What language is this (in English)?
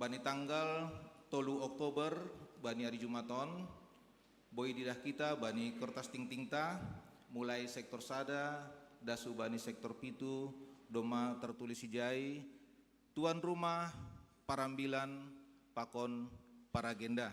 Batak Simalungun